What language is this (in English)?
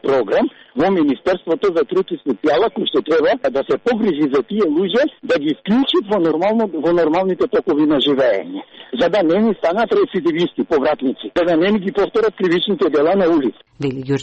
Macedonian